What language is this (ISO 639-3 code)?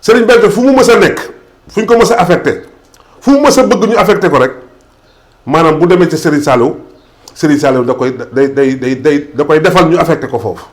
wol